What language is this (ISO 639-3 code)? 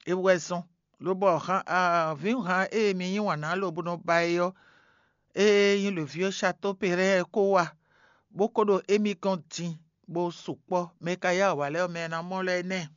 fon